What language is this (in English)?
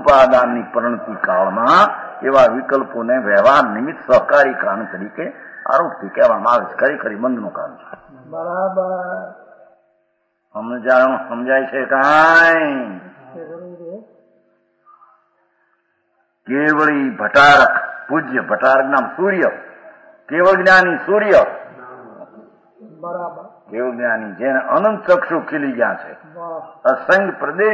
Gujarati